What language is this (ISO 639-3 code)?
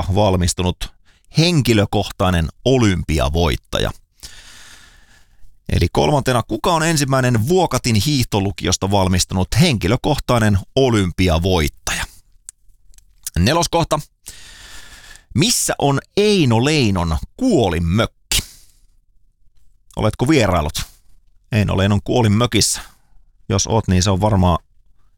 fin